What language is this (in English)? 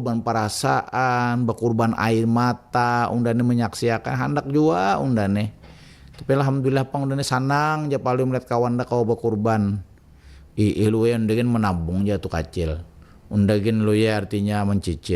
Banjar